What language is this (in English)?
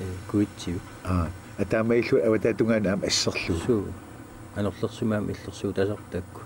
Kalaallisut